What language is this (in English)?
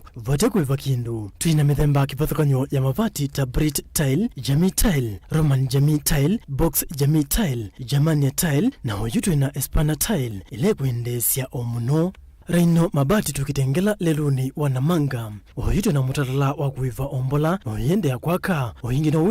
Kamba